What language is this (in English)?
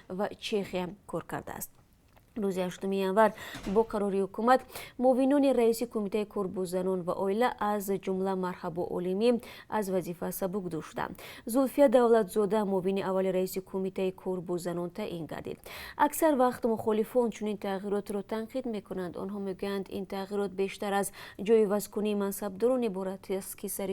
Tajik